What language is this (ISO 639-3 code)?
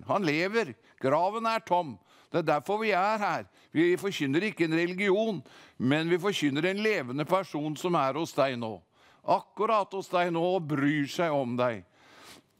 nor